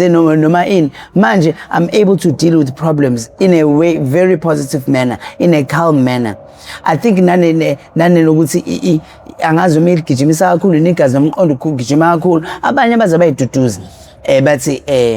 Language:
Zulu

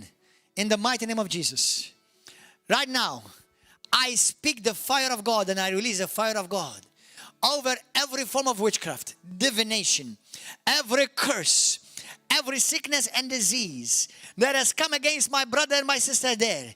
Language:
English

